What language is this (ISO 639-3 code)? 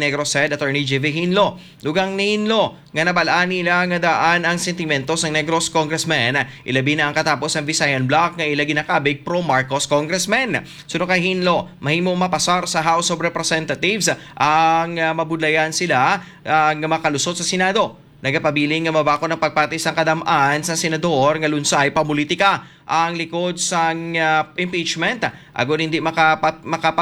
hil